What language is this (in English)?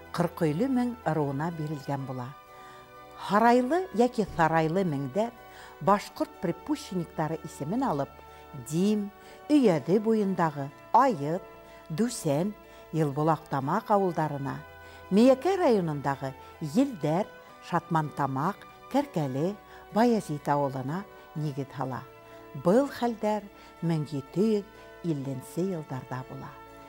Bashkir